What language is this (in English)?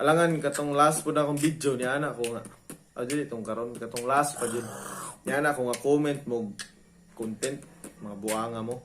Cebuano